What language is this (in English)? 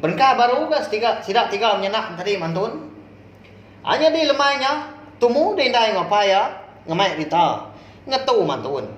Iban